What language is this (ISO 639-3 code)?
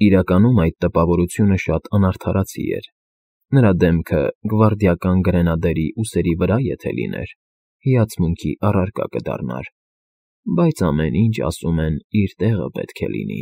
hye